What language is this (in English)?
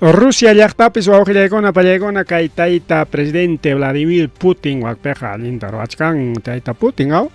Ayacucho Quechua